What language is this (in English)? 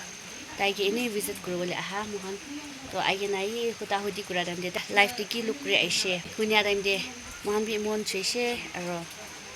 Naga Pidgin